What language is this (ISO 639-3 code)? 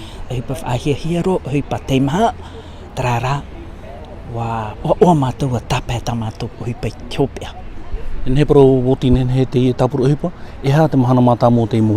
tah